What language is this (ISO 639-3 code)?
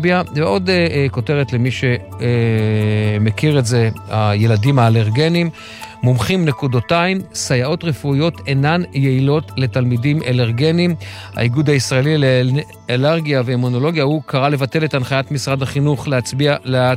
heb